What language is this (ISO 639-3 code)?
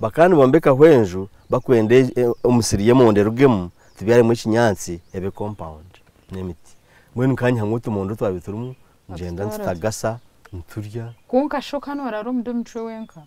nyn